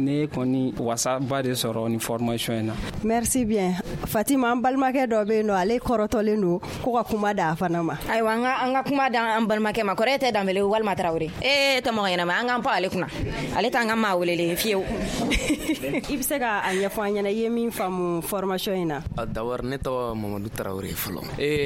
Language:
Bambara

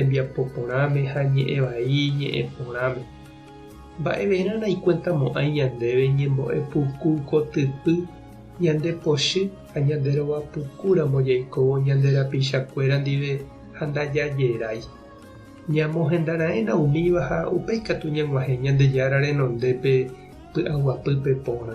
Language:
Guarani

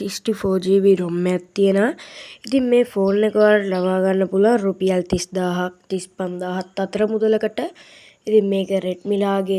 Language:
Sinhala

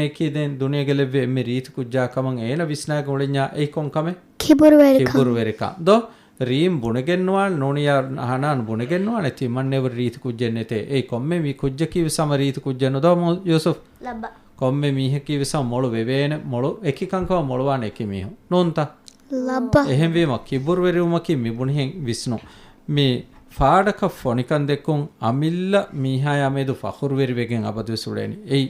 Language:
Divehi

